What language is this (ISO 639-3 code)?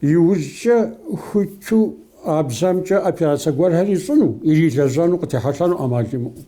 kbd